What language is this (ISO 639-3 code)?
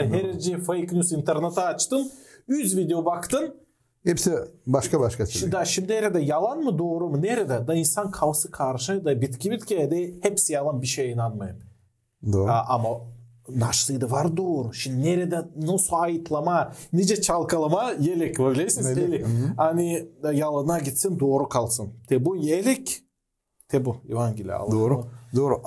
gag